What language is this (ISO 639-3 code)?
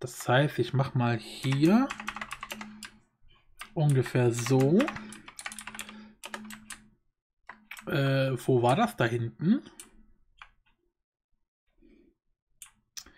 deu